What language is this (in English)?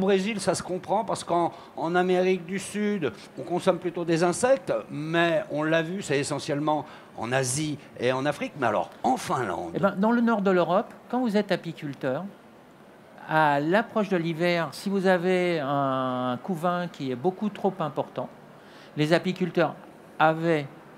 French